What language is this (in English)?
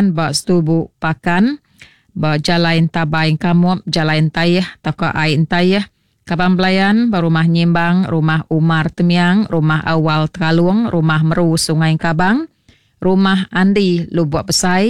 Iban